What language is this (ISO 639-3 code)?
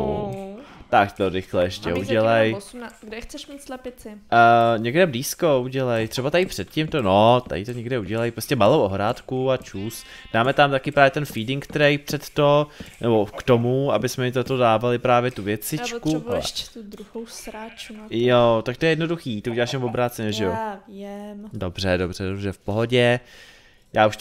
ces